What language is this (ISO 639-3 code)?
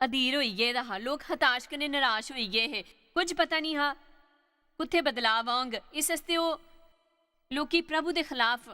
doi